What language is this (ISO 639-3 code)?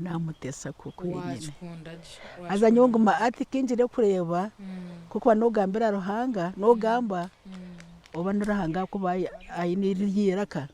nyn